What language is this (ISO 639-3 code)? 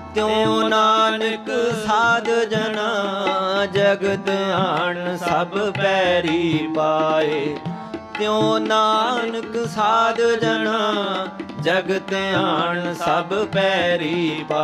pan